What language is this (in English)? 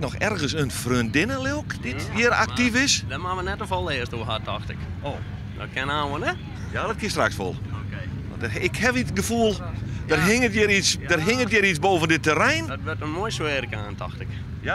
Western Frisian